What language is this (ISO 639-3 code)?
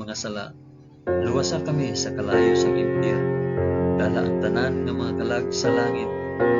hil